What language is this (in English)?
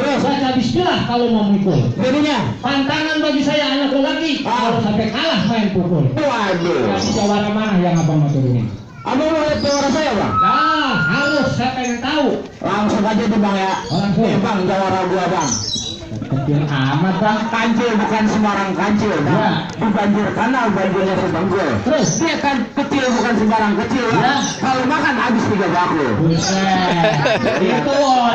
Betawi